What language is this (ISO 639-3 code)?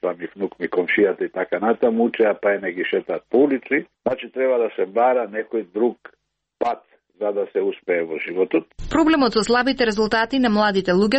mkd